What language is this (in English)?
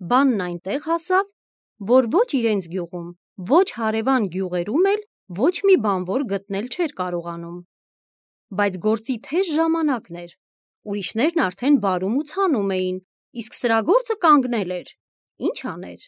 Armenian